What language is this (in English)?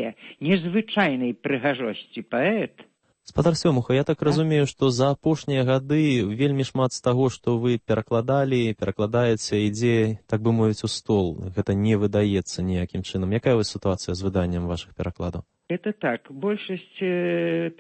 Belarusian